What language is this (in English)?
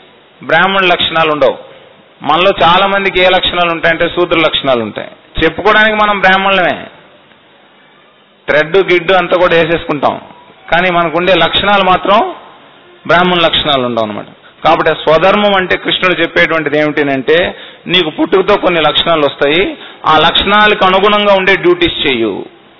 Telugu